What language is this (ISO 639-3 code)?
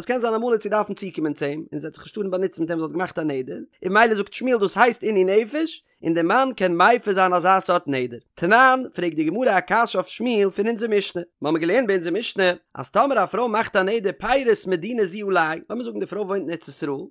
yid